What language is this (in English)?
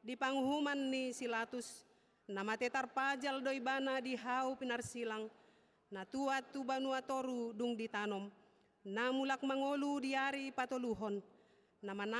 Batak Toba